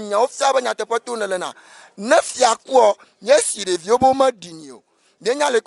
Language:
Ewe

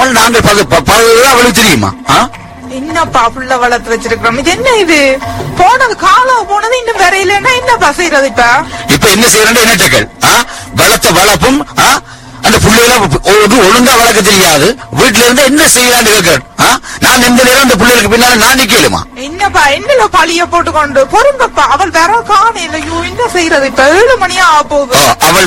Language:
Tamil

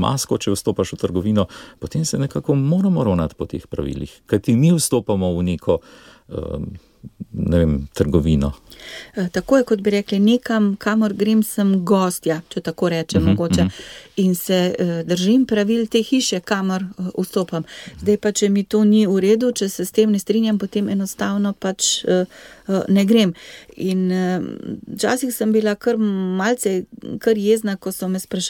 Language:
Slovenian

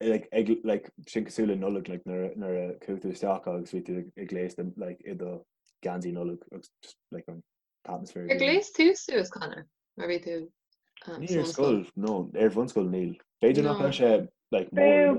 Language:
Irish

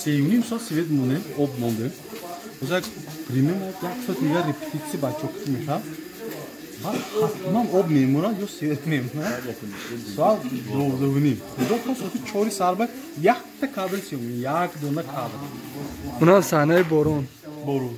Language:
Tajik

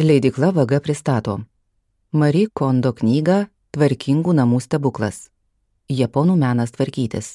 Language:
Lithuanian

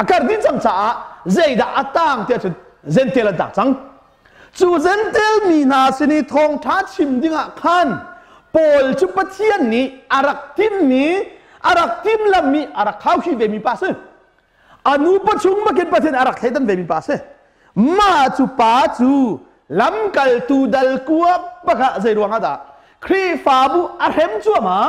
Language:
Hakha Chin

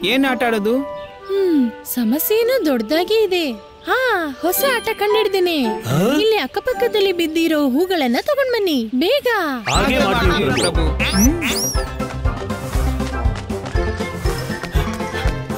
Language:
Kannada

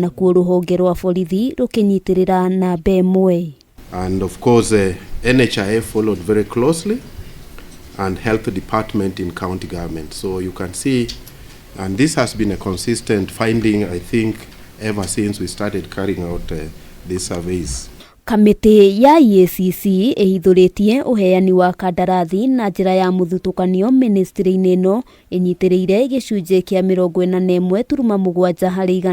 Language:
Kikuyu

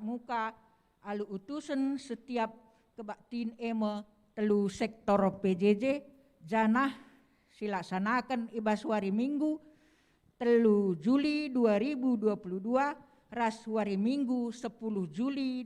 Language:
Batak Karo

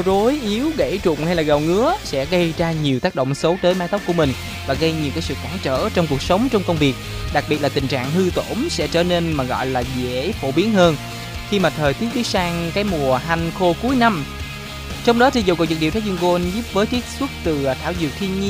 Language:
Vietnamese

